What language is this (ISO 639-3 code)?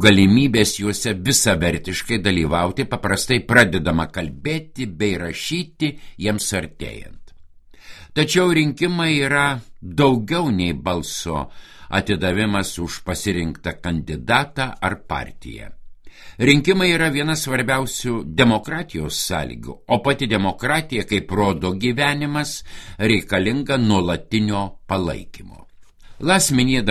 lit